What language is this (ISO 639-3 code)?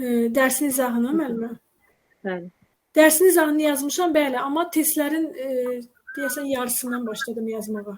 aze